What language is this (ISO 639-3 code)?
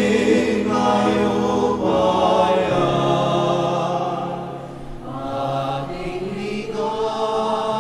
pam